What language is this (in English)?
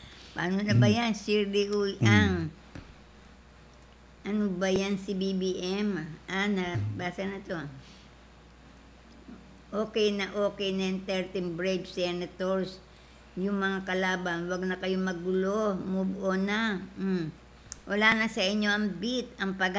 Filipino